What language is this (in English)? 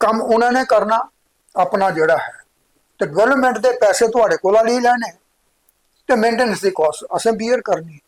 Dogri